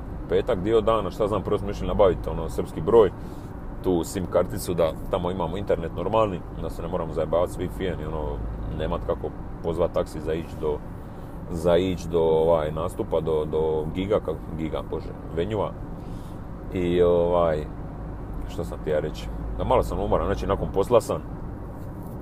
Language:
Croatian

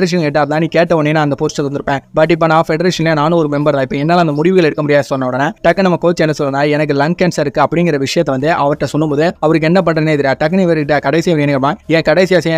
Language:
Tamil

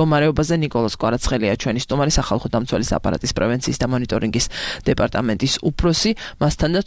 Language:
Georgian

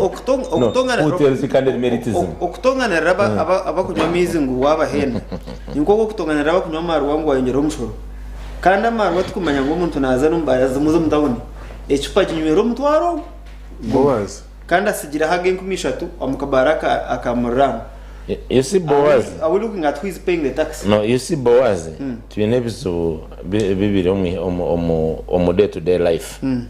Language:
Nyankole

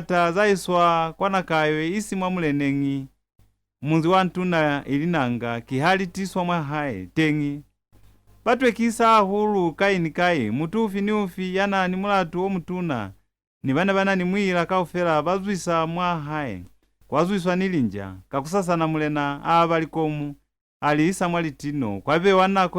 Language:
Lozi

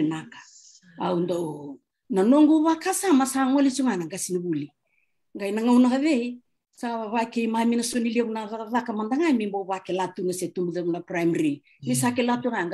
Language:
Fijian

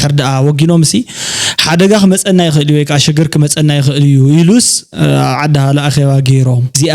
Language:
Tigrinya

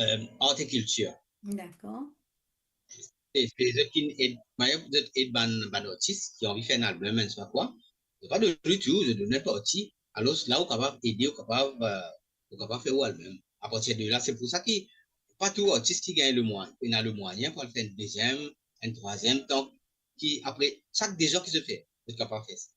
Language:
Morisyen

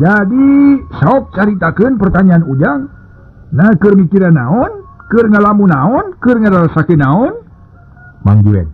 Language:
Sundanese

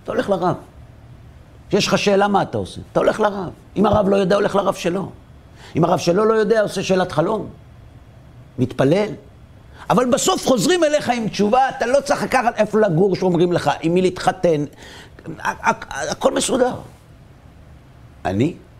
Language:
Hebrew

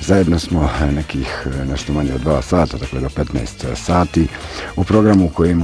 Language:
Bosnian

